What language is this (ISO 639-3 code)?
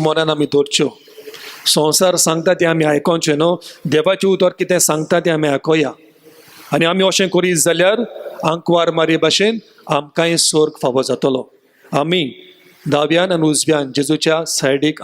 kok